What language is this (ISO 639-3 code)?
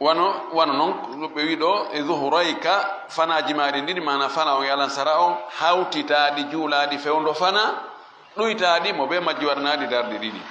ful